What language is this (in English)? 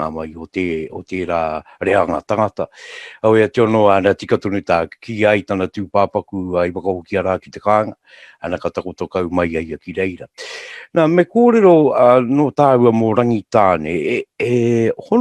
Māori